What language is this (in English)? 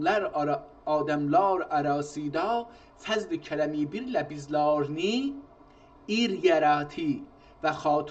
South Azerbaijani